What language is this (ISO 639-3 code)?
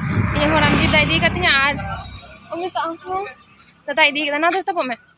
sat